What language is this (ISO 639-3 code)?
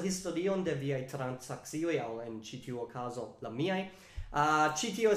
epo